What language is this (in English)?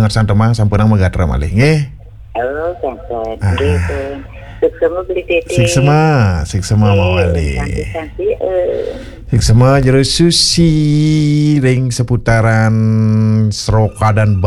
Balinese